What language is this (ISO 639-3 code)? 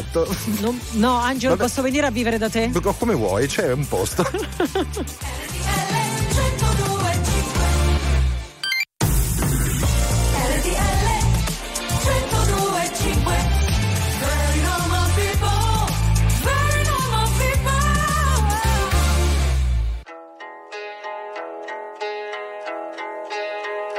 ita